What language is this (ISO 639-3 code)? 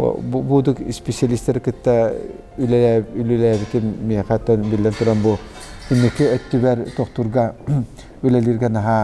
sah